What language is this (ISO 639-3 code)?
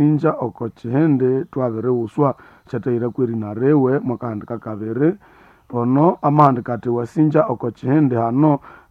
nnb